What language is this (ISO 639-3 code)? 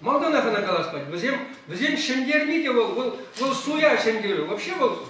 chv